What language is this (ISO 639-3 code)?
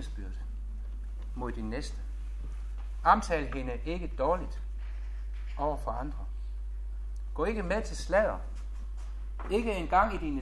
dan